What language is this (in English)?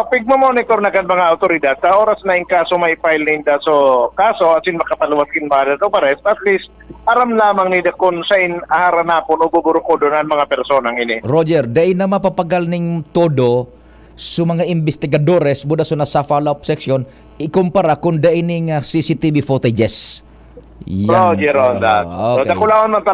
Bikol